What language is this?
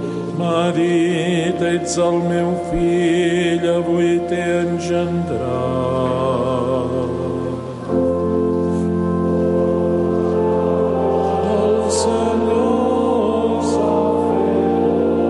Catalan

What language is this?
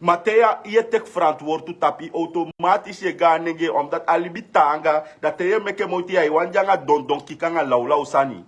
Sranan Tongo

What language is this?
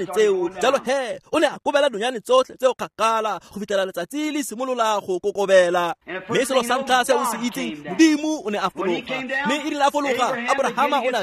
Tswana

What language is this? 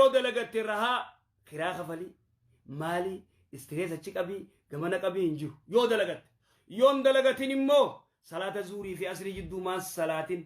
Oromo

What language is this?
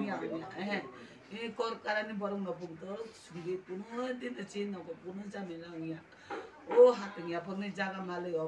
Riang (India)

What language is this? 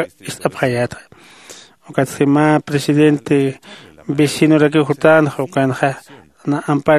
Aymara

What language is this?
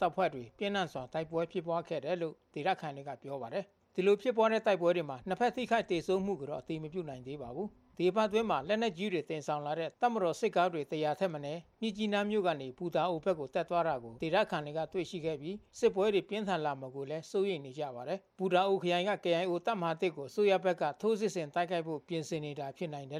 Burmese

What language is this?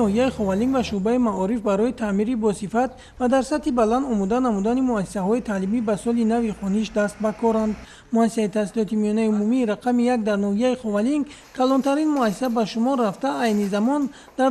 Tajik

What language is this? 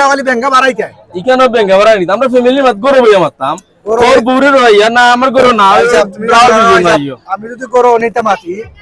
Sylheti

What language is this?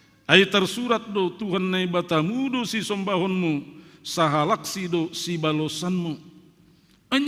Batak Simalungun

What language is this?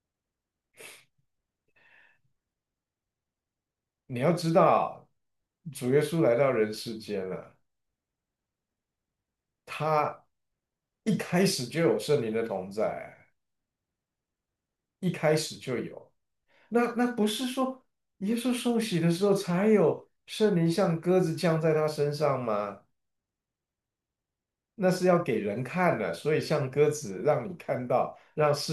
Chinese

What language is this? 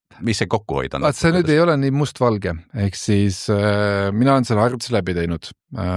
Estonian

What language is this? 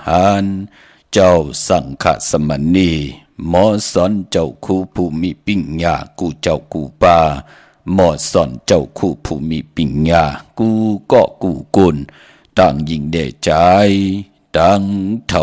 Shan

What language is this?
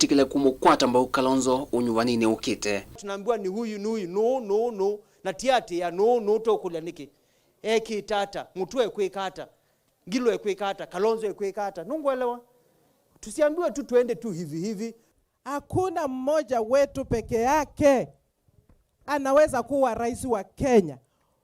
Kamba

